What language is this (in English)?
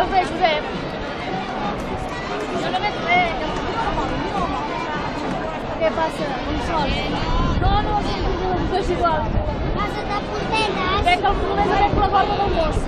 Catalan